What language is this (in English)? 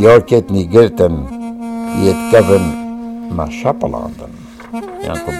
Kurdish